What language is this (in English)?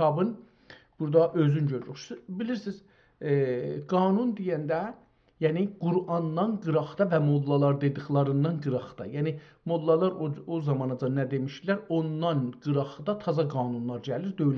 South Azerbaijani